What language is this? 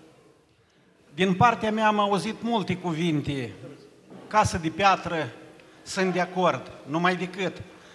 Romanian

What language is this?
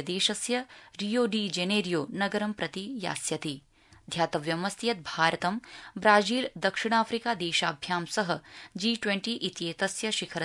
Sanskrit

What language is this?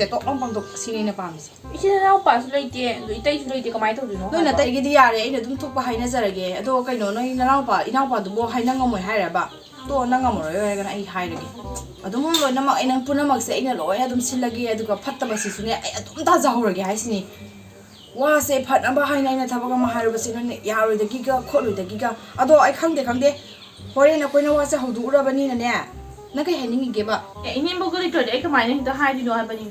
Manipuri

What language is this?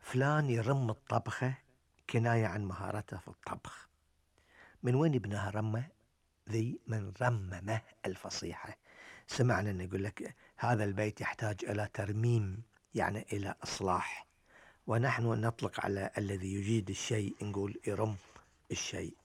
Gulf Arabic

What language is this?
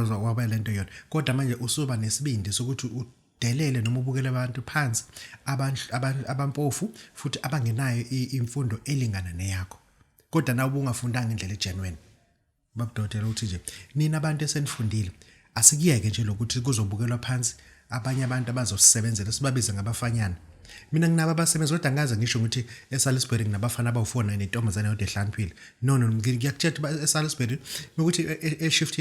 Zulu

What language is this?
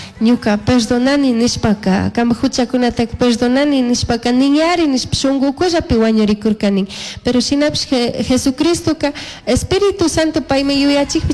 Chimborazo Highland Quichua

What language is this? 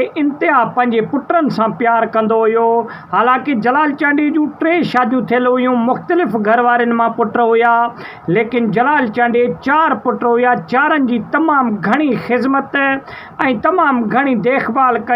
Sindhi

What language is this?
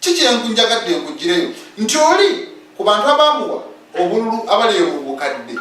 Ganda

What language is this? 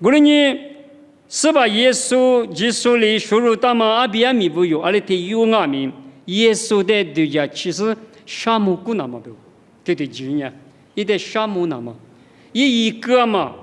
Lisu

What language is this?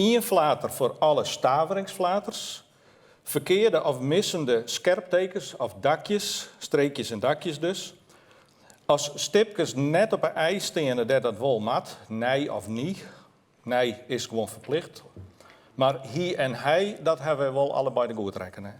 Western Frisian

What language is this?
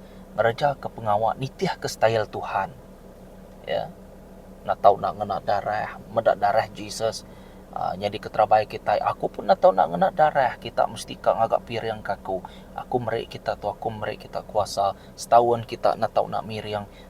Iban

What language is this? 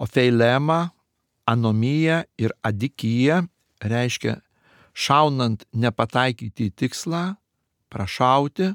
Lithuanian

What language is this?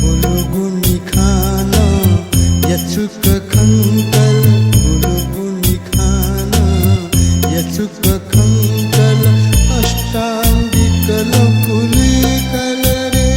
Newari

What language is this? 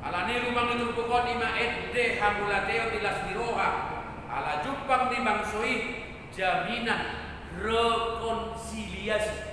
Batak Toba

